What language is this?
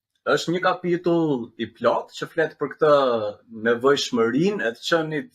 Albanian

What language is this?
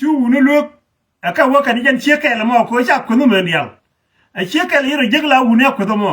Nuer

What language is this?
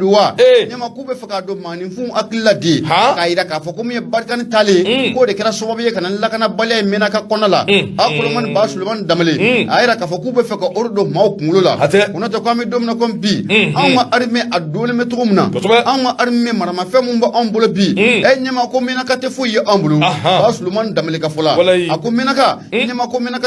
Bambara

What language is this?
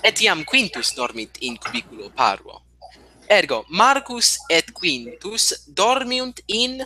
Latin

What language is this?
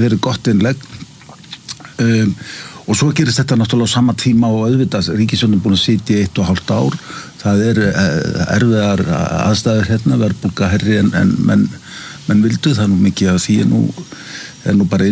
Icelandic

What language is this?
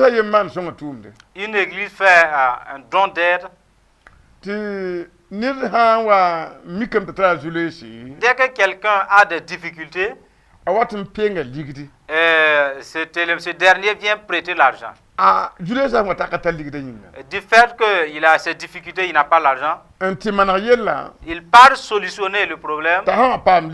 Mossi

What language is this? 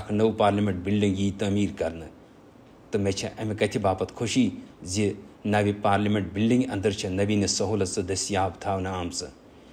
Kashmiri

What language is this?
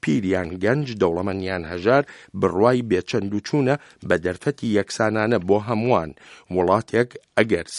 Central Kurdish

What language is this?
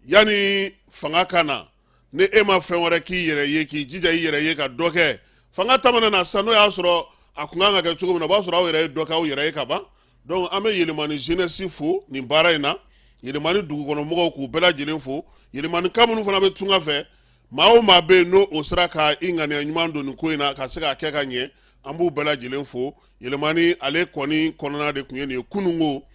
Bambara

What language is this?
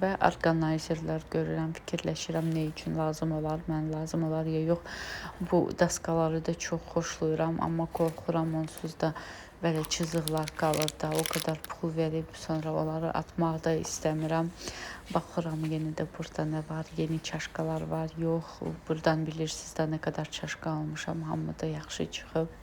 Azerbaijani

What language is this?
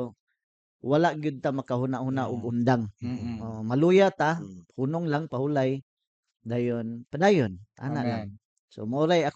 Cebuano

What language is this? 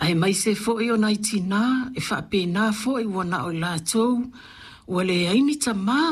Samoan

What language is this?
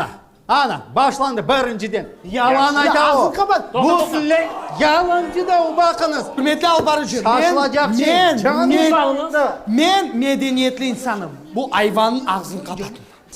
Crimean Tatar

